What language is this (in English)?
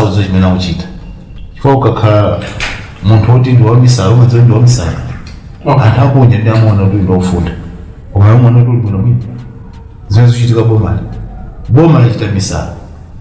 Nyanja